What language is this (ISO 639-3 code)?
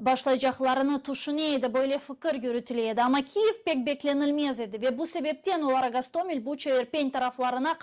crh